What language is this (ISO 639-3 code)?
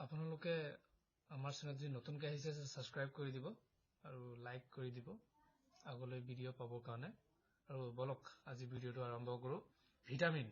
asm